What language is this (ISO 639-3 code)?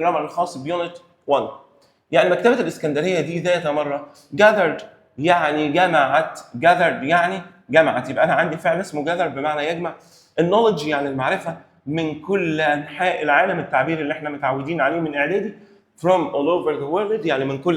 arz